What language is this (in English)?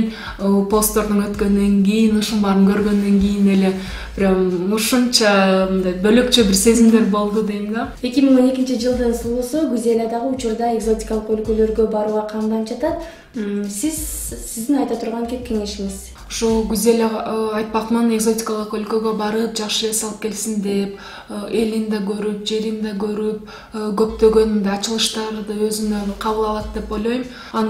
Kyrgyz